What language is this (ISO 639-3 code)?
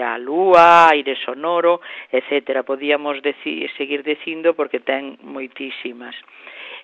glg